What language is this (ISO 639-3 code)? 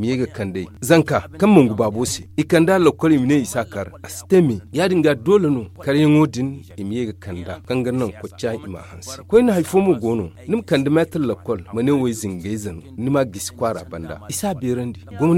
dje